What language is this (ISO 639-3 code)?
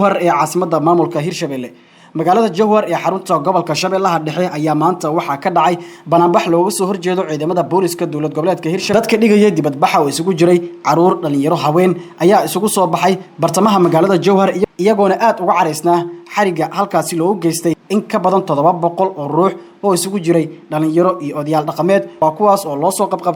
som